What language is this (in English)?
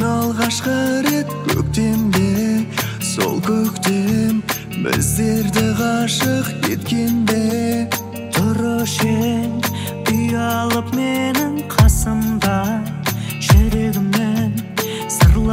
Kazakh